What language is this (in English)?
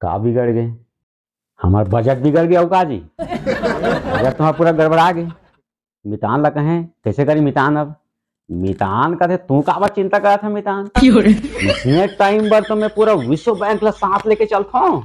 Chhattisgarhi